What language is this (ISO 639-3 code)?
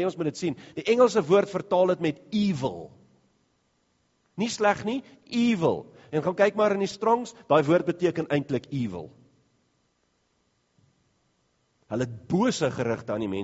afr